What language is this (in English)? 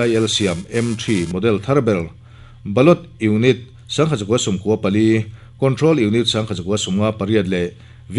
Mizo